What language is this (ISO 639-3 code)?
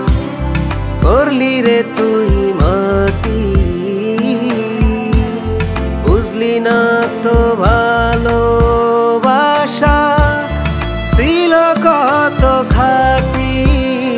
ben